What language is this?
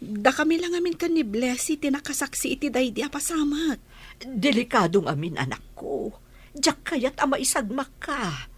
Iloko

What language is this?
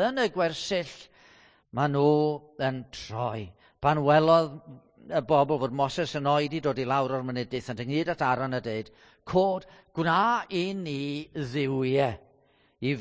Welsh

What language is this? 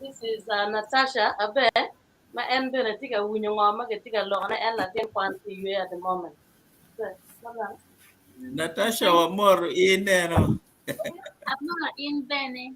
Acoli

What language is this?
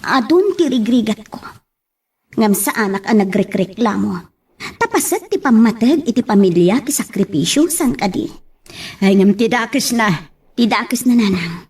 Iloko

